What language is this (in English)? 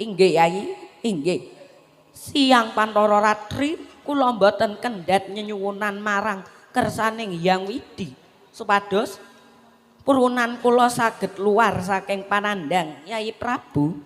Javanese